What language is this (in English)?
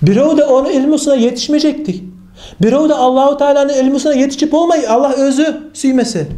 Kumyk